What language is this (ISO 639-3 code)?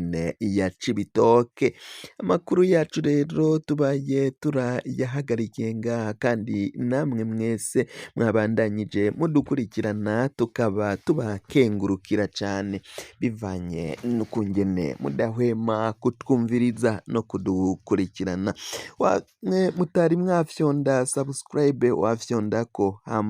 run